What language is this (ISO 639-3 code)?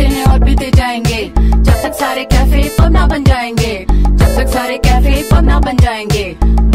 hin